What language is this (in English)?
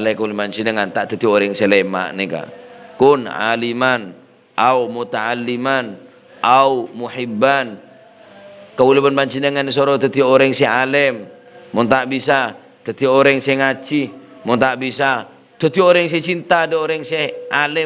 Madurese